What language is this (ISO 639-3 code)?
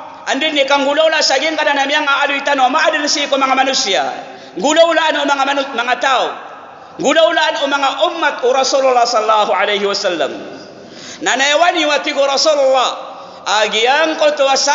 mrw